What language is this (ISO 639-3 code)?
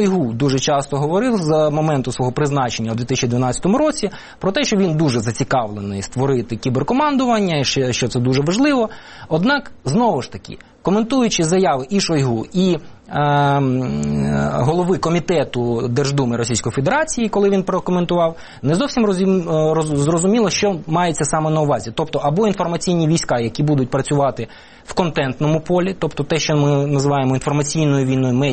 ukr